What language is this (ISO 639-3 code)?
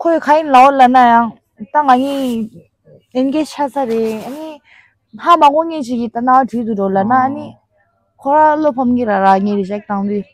bod